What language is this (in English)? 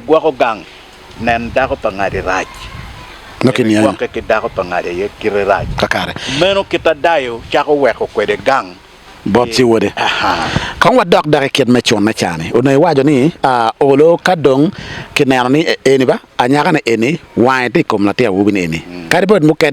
Acoli